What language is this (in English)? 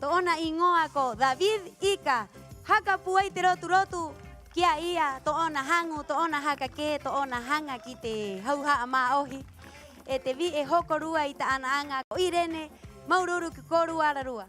Rapanui